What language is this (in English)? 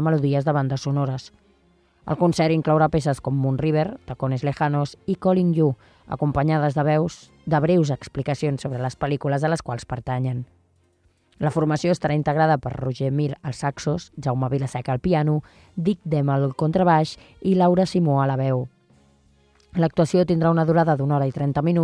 Catalan